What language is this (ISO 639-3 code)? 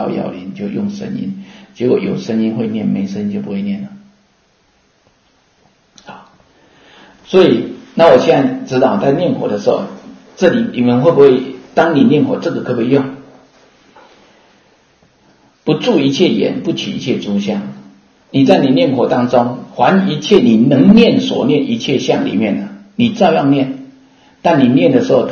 zho